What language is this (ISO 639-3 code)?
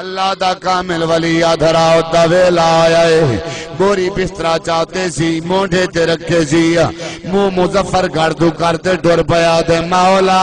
skr